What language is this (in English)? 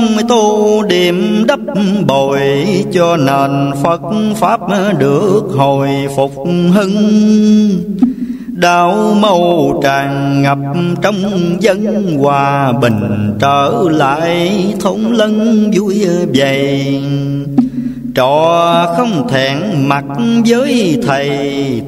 Vietnamese